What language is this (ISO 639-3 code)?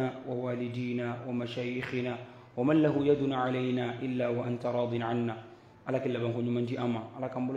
ara